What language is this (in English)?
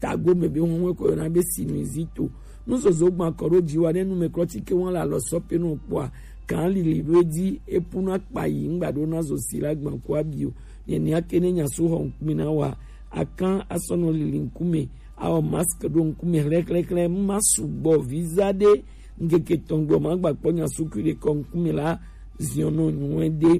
Gen